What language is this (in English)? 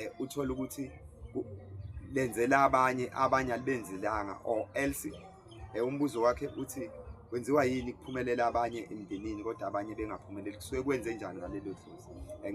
Zulu